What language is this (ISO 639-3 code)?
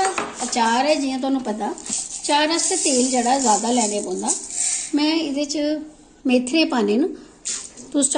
doi